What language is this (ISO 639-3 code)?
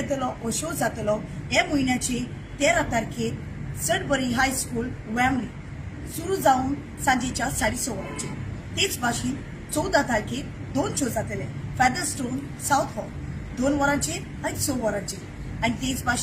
kok